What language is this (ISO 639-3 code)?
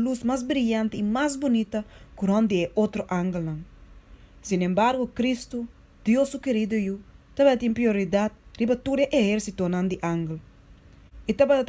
pap